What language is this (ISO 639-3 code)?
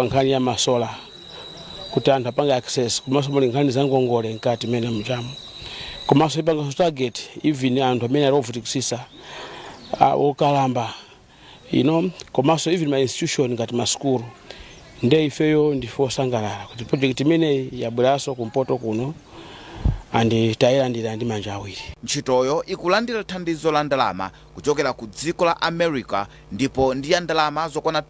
nya